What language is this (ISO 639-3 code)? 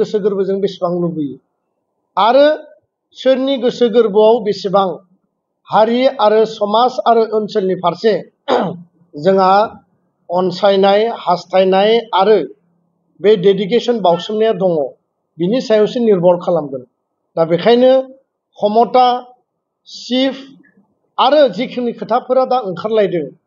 brx